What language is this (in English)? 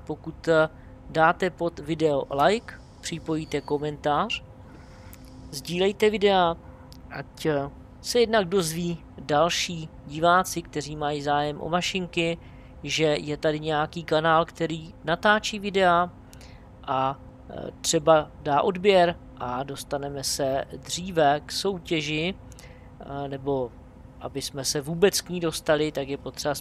Czech